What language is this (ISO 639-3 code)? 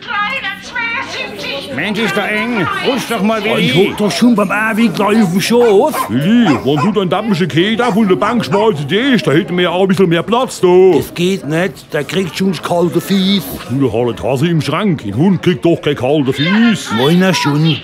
pfl